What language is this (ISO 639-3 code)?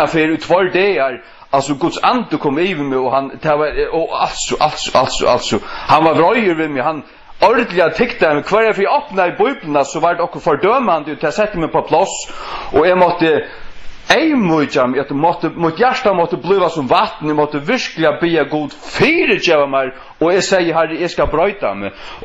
fao